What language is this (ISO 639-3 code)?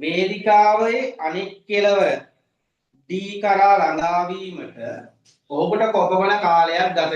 sin